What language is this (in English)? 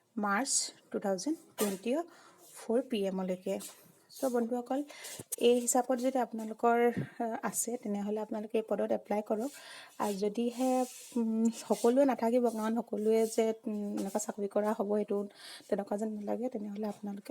Assamese